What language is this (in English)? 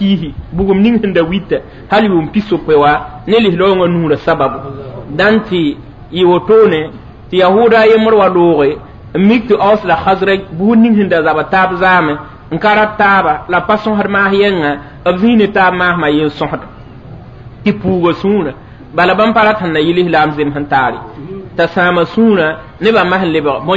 Mossi